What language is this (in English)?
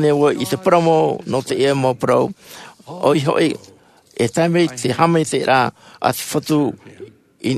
Tahitian